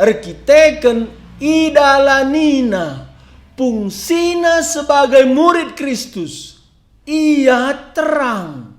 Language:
Batak Karo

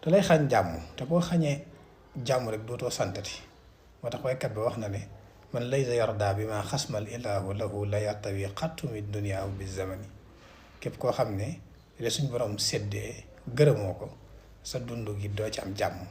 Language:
Wolof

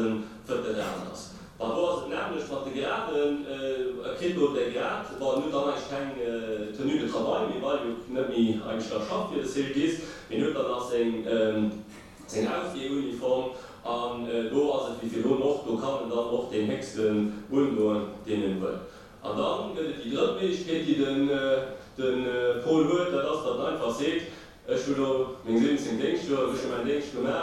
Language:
Luxembourgish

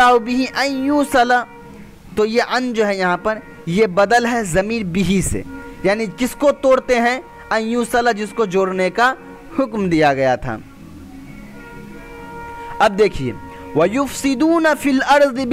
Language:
Urdu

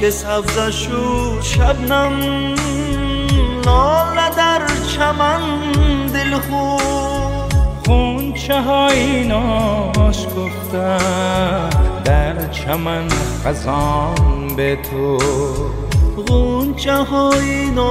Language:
Persian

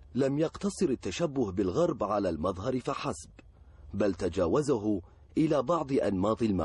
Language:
Arabic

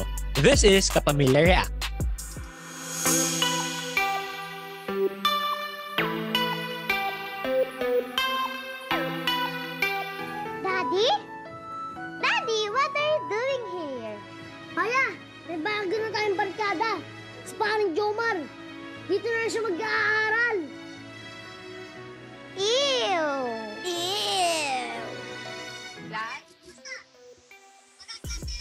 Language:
Filipino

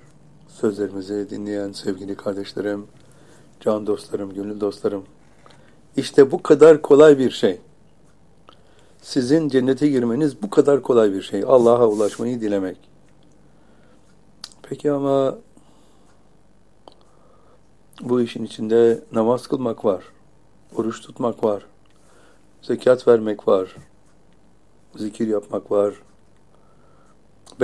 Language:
Turkish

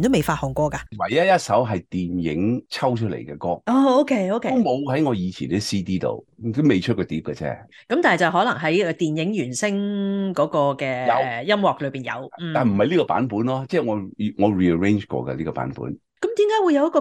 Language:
Cantonese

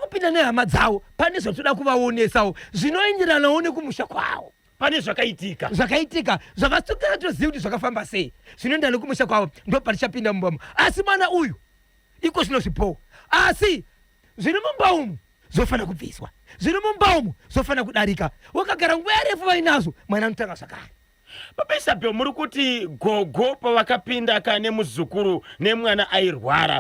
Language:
Shona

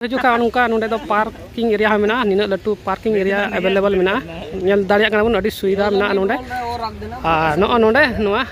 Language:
Santali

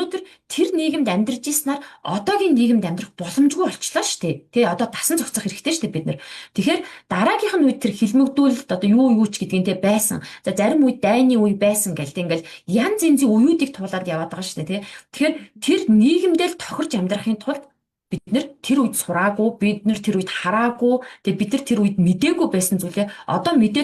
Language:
Mongolian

